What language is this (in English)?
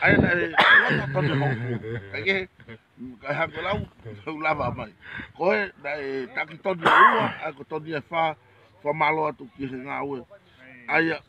Tongan